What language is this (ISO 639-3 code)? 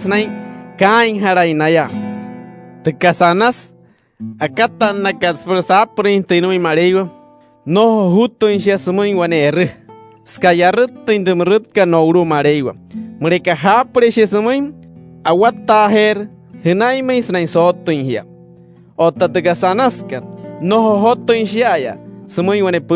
guc